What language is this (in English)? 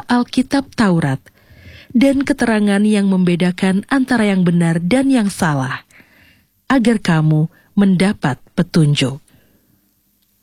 Indonesian